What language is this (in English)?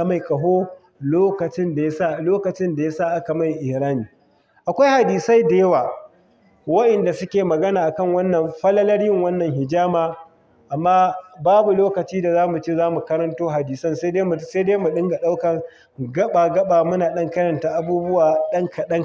Hausa